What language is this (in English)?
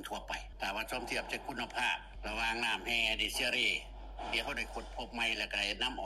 Lao